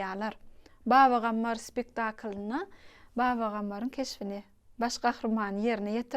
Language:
Turkmen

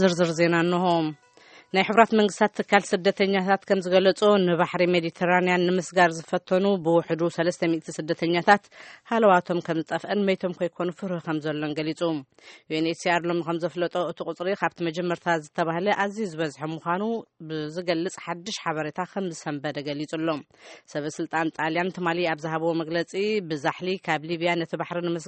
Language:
Tigrinya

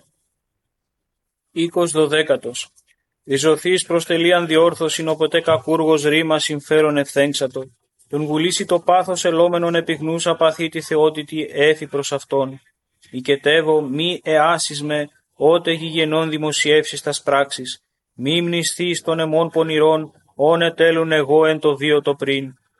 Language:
Greek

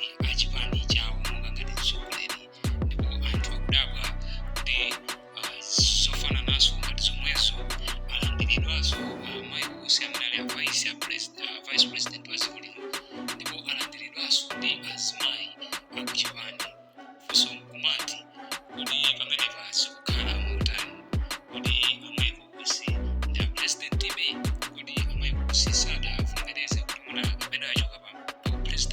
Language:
Nyanja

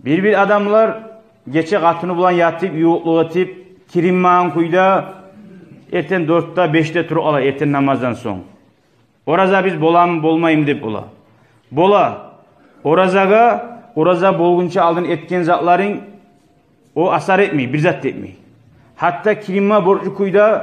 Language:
Kumyk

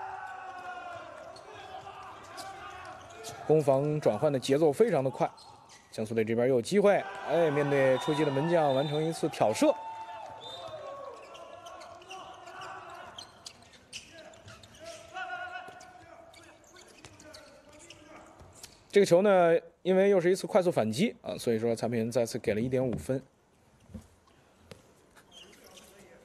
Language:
Chinese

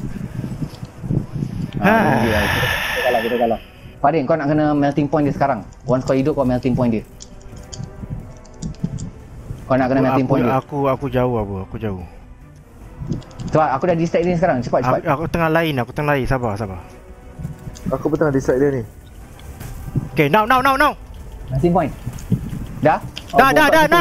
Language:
Malay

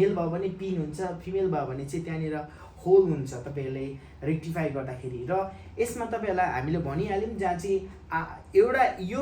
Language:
Nepali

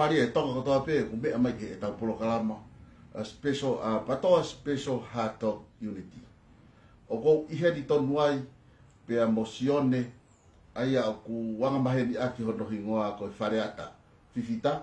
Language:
Tongan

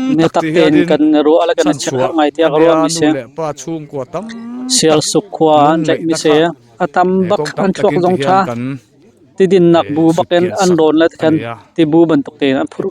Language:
Hakha Chin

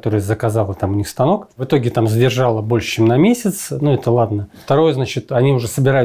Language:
Russian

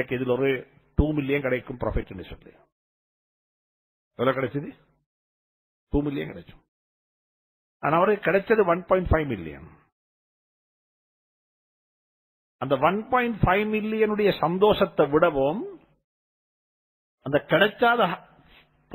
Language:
Tamil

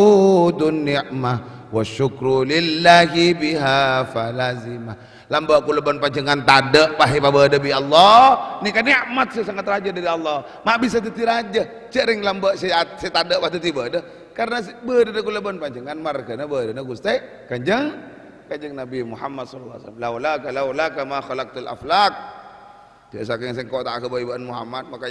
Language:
Madurese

